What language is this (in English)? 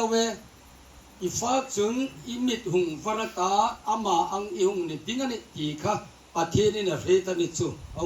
Hmar